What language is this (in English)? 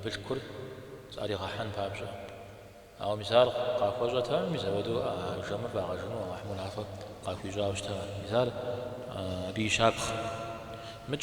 Kabardian